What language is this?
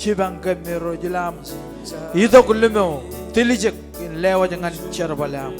Marshallese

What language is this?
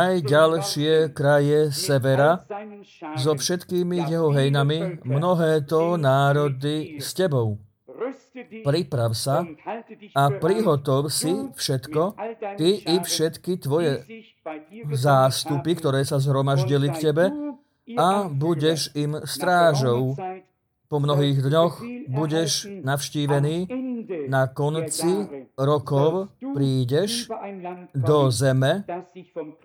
Slovak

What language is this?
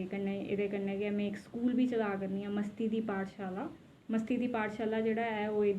Dogri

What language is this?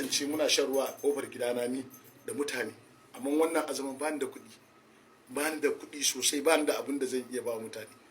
Hausa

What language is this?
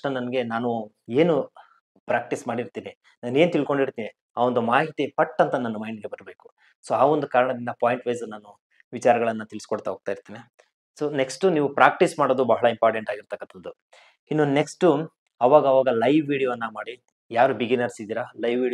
Kannada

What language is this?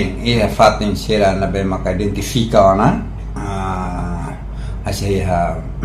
Tetum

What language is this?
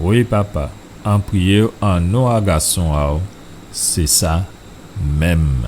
Guadeloupean Creole French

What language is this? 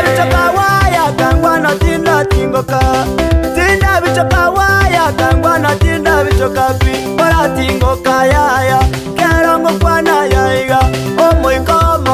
Gusii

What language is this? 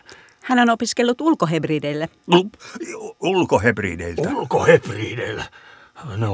Finnish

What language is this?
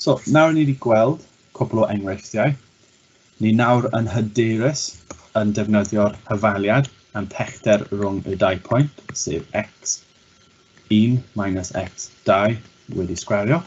Welsh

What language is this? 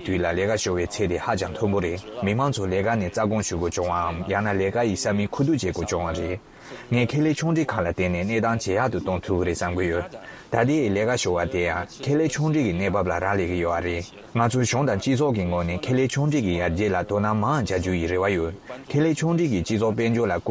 Tibetan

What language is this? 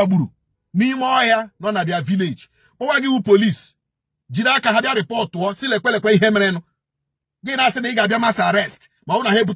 Igbo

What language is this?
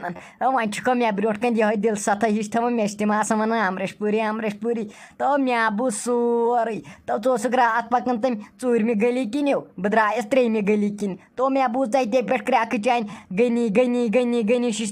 Kashmiri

